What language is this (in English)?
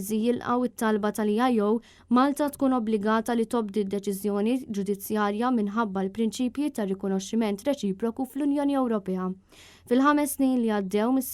Maltese